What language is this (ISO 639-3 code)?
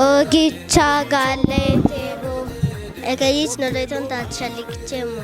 kbr